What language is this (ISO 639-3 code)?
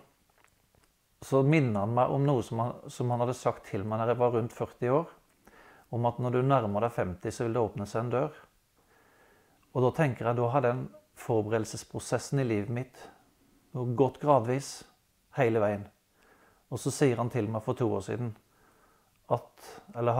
nor